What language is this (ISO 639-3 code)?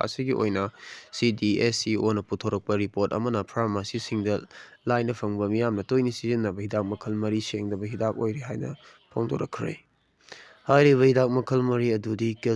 mni